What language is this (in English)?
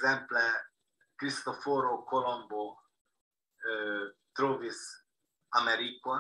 Esperanto